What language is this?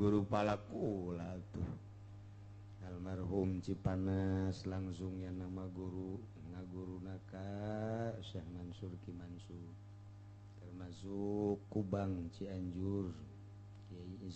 Sundanese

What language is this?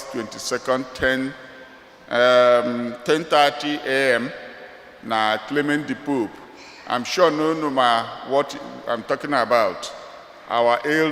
Igbo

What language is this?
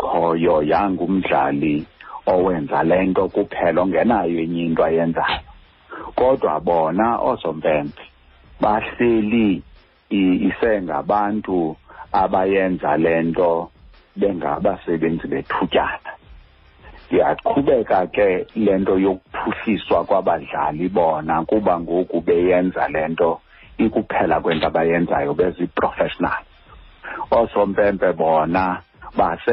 Xhosa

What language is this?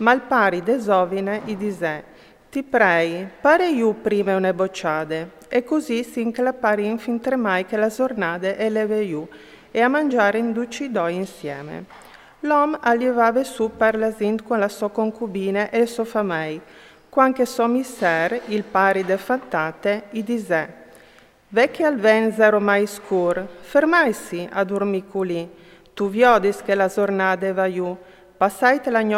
Friulian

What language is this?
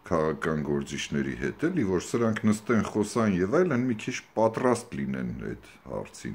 Armenian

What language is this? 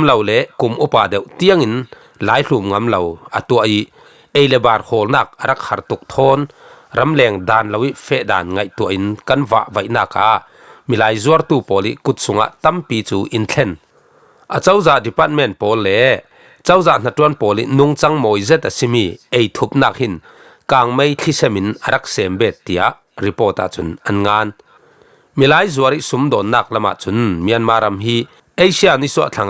Falam Chin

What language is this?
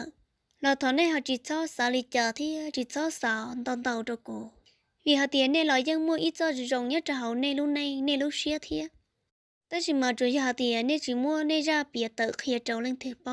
Hmong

